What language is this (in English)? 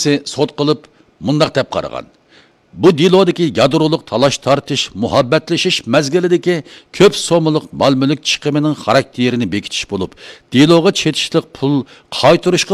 Uyghur